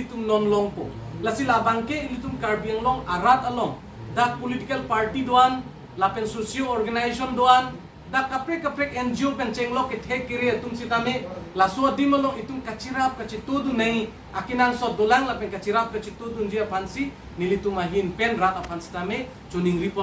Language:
Karbi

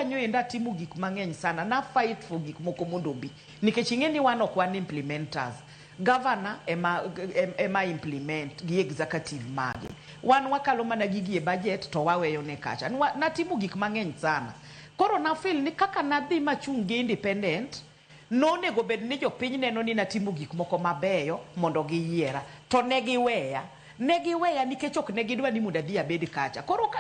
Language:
Luo (Kenya and Tanzania)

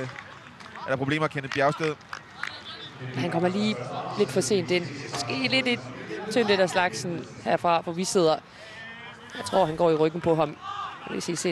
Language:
Danish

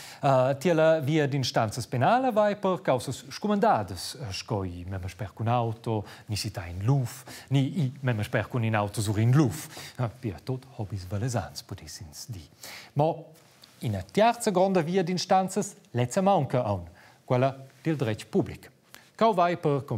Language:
Romansh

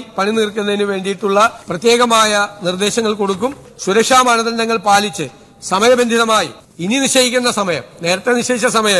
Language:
Malayalam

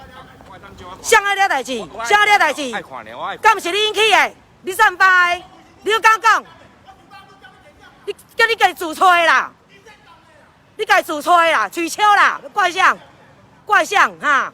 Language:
Min Nan Chinese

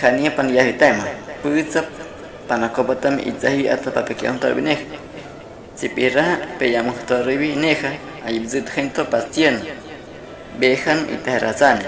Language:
Guahibo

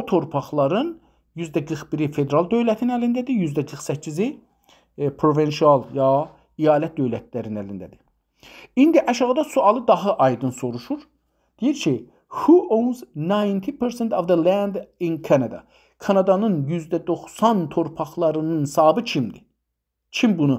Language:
South Azerbaijani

